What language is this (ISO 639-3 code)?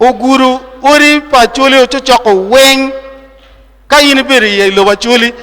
ach